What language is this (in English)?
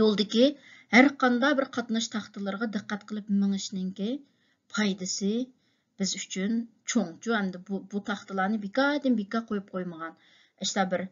Uyghur